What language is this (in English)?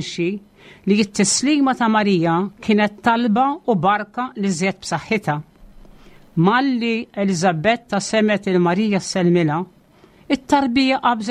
Maltese